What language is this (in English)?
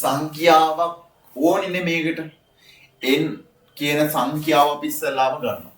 Sinhala